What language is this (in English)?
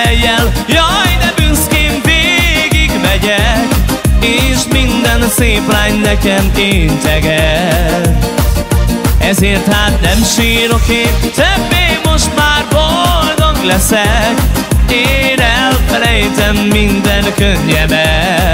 Hungarian